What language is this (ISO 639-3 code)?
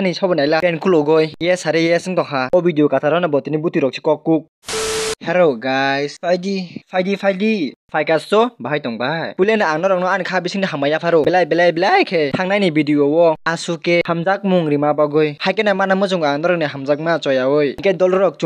trp